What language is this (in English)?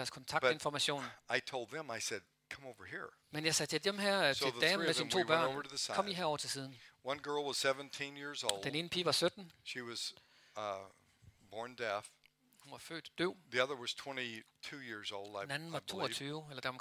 Danish